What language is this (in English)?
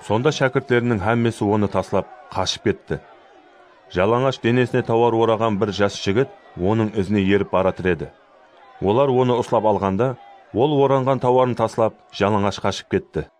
Kara-Kalpak